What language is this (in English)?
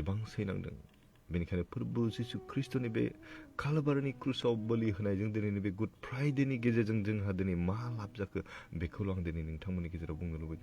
Bodo